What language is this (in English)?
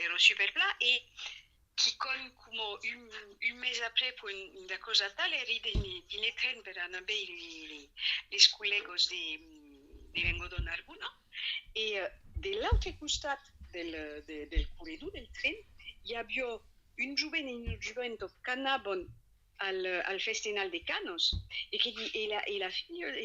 Occitan